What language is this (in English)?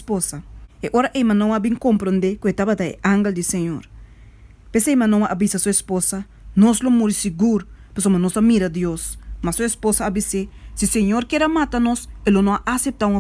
Papiamento